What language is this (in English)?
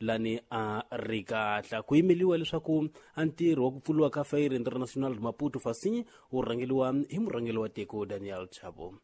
Tsonga